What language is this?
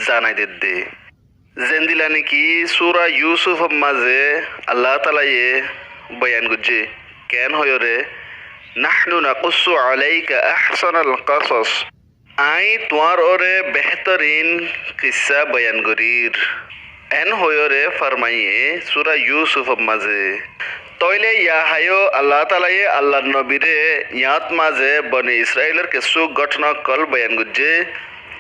Rohingya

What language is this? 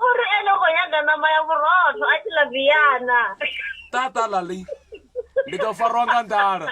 Venda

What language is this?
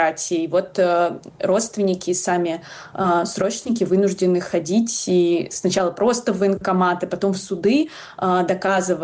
Russian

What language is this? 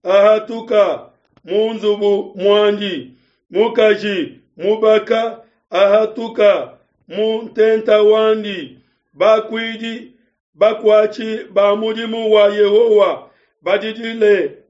Luba-Lulua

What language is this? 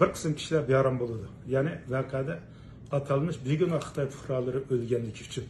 Uyghur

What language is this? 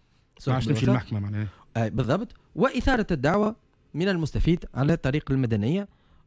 Tunisian Arabic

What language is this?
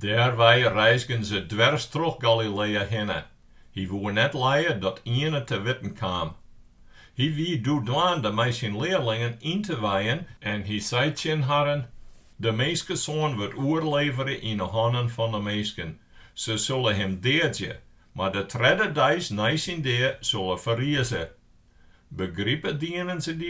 Western Frisian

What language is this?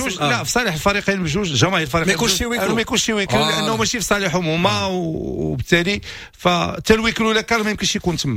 Moroccan Arabic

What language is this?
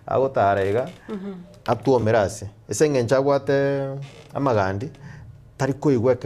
Gusii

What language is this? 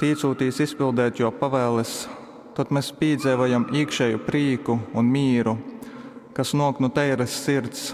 Latgalian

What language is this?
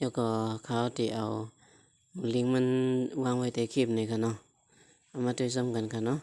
Shan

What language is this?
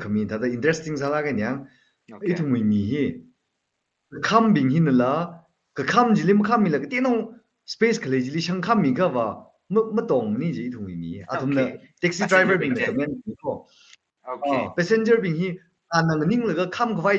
Tangkhul Naga (India)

